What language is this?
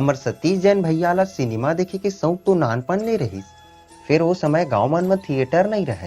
Chhattisgarhi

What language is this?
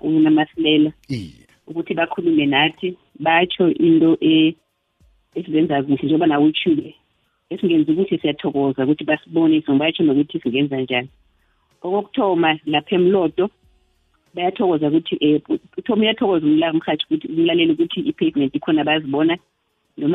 South Ndebele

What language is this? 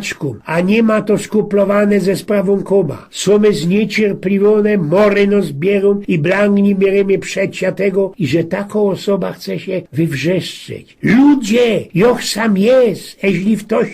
Silesian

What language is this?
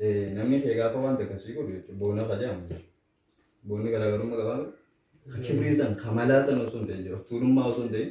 Oromo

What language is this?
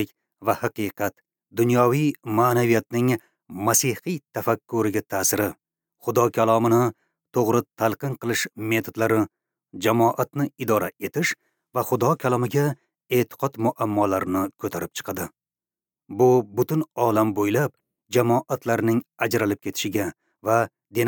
Uzbek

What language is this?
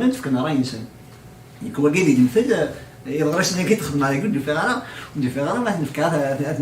Kabyle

